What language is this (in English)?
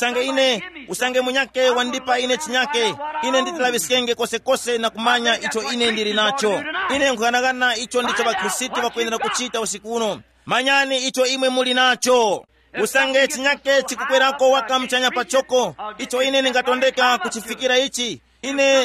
Tumbuka